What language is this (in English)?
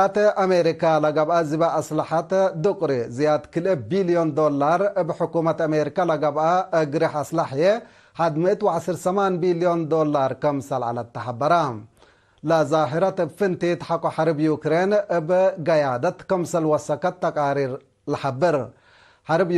Tigre